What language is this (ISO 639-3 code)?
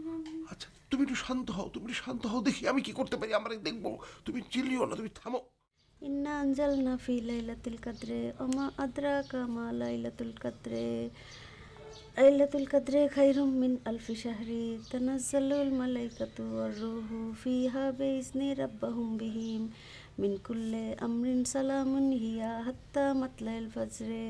ben